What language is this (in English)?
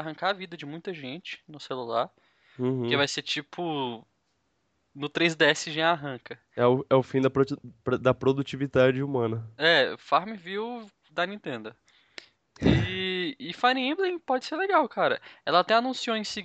Portuguese